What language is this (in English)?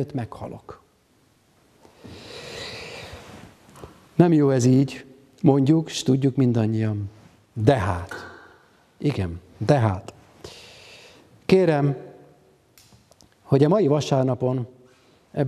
Hungarian